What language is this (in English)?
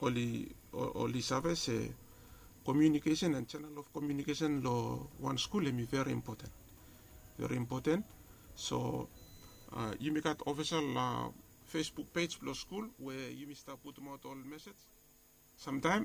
Bislama